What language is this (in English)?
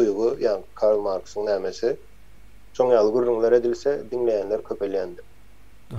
Turkmen